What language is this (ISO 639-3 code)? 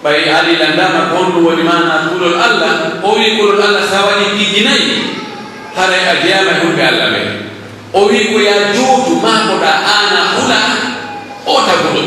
fuf